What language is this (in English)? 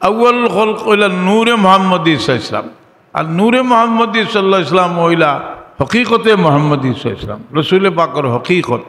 Sylheti